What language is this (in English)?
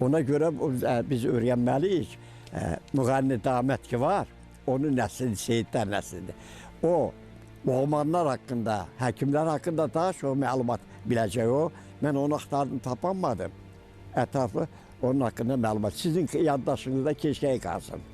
Azerbaijani